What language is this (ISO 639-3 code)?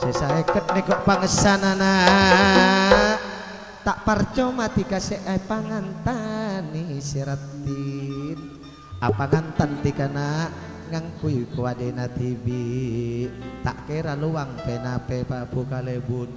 mad